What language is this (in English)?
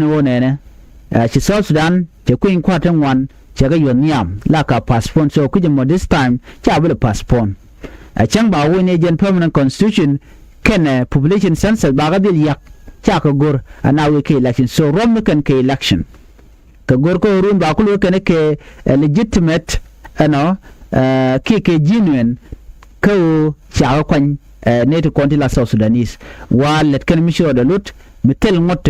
Nuer